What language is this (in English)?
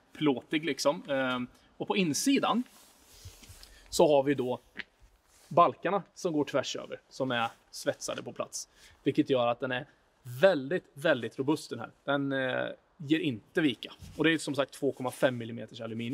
Swedish